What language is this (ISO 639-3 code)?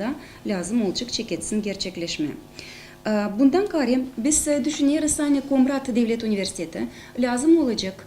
gag